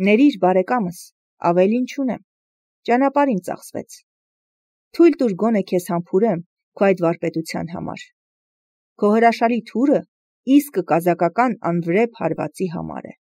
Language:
Armenian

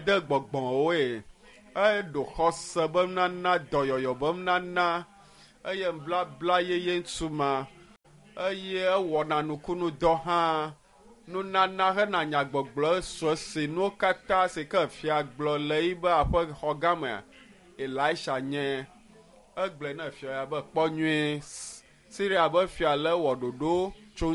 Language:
Ewe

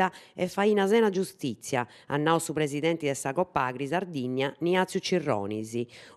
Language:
Sardinian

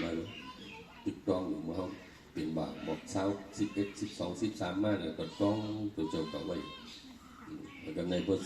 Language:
Shan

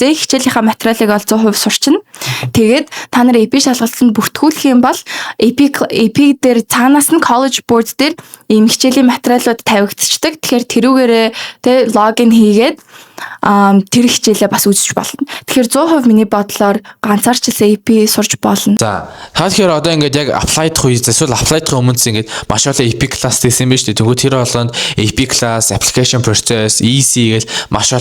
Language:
Mongolian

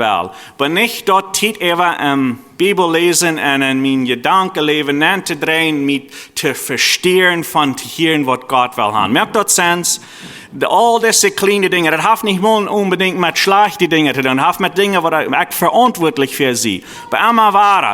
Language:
Plautdietsch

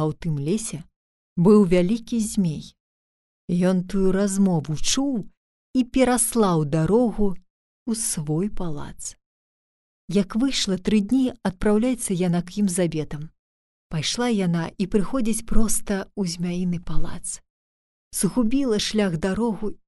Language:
Belarusian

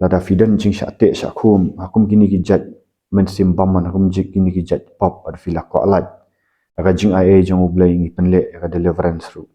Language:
Khasi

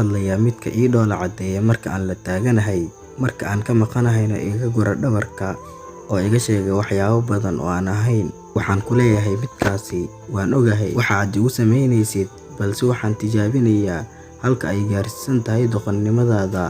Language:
Somali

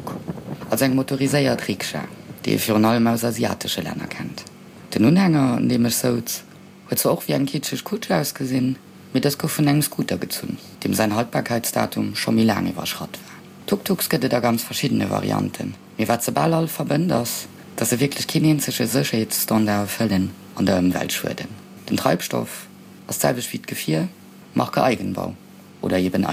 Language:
Luxembourgish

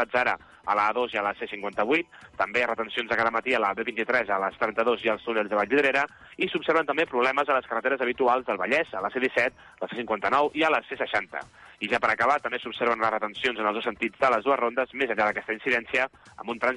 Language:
Catalan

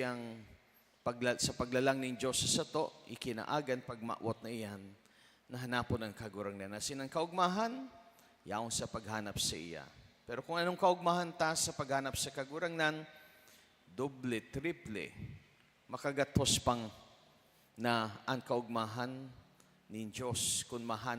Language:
Bikol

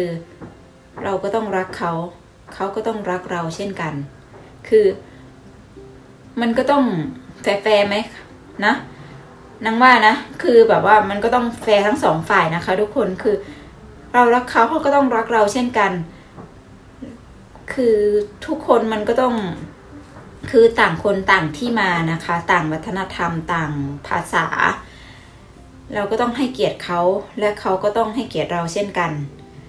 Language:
Thai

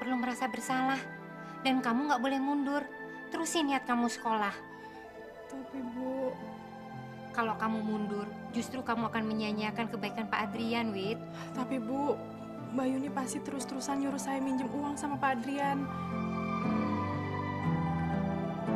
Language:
Indonesian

